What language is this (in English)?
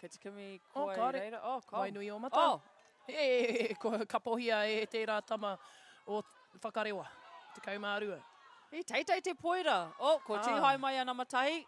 Māori